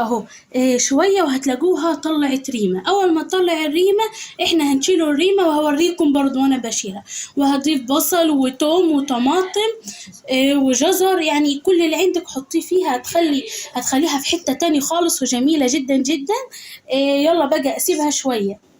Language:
Egyptian Arabic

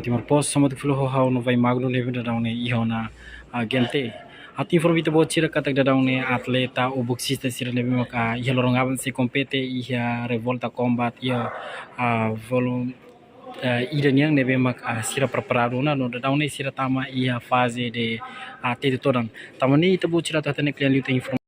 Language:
Tetum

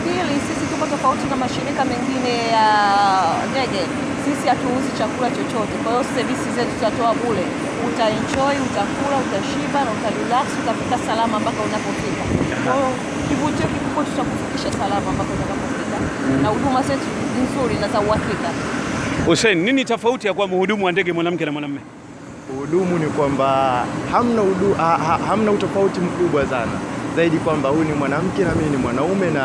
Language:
Swahili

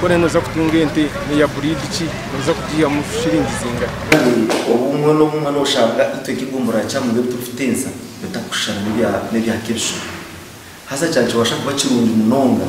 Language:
Nyankole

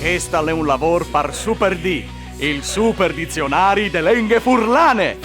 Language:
Friulian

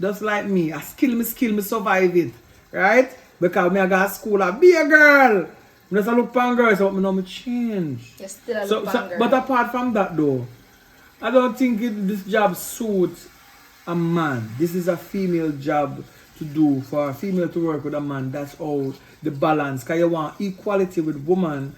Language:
Jamaican Creole English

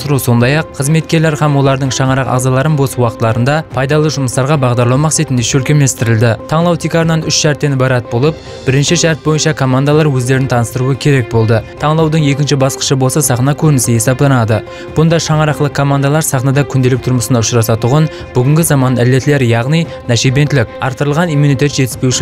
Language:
Kara-Kalpak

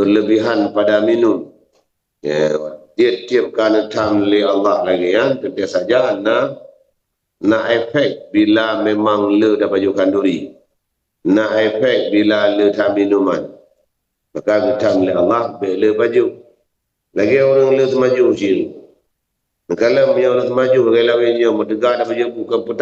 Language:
Achinese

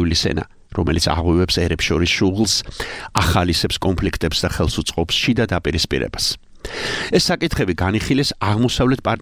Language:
Georgian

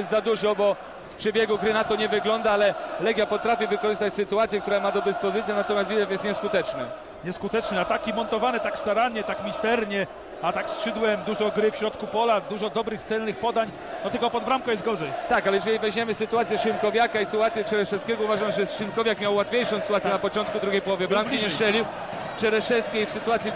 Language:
Polish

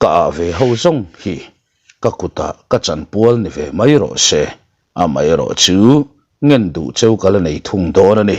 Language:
Mizo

